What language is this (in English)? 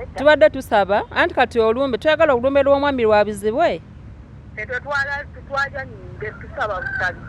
Ganda